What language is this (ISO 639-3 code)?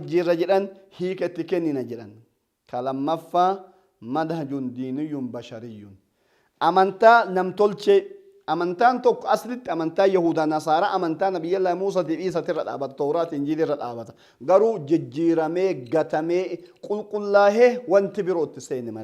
orm